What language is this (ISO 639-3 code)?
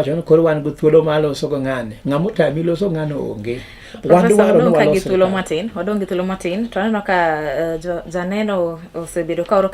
luo